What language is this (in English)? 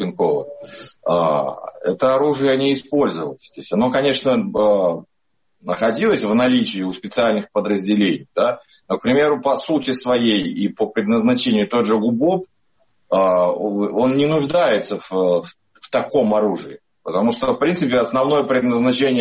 Russian